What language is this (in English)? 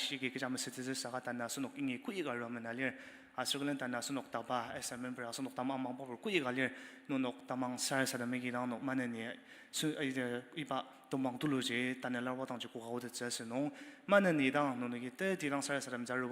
Ao Naga